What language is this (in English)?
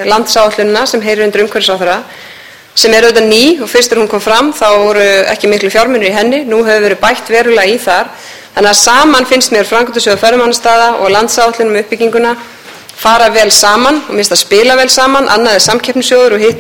Icelandic